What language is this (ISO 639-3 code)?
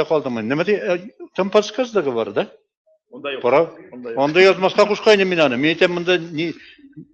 bak